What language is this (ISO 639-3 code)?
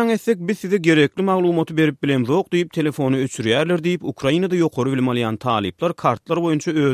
tuk